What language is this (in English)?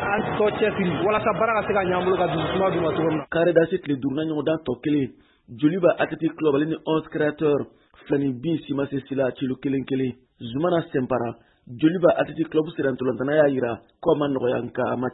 Bambara